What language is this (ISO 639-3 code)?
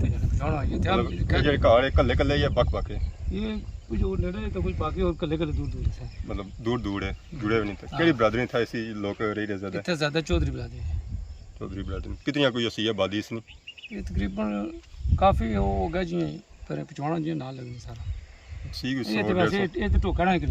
phr